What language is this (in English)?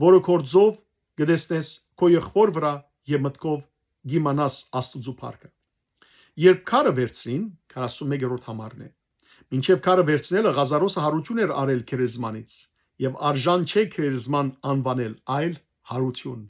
Western Armenian